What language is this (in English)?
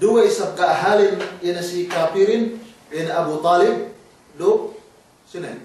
Yakan